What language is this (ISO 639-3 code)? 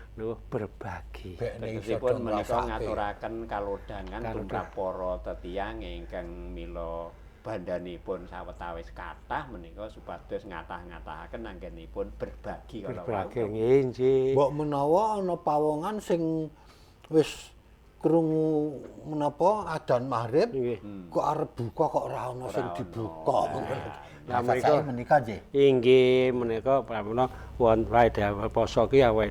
jav